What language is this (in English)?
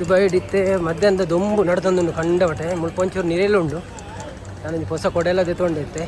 Tulu